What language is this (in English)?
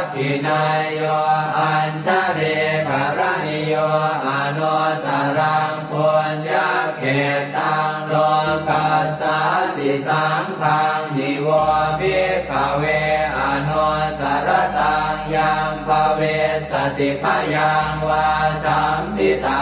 Pali